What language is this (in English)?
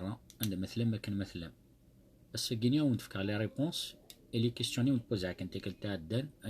Kabyle